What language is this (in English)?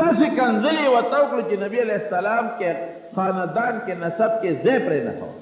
Pashto